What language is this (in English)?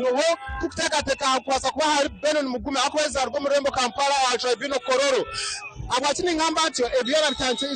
Nyankole